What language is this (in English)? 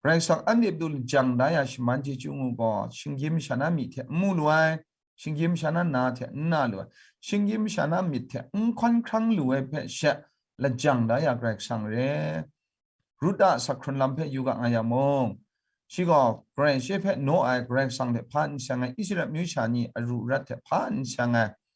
Kachin